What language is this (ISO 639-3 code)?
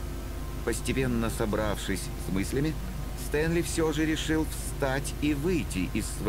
rus